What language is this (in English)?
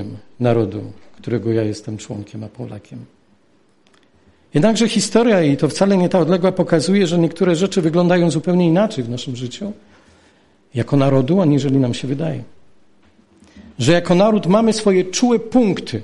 Polish